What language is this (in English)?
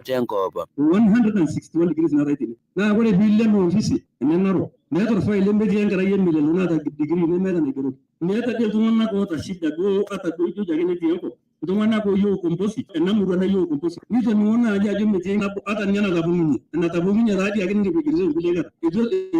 Masai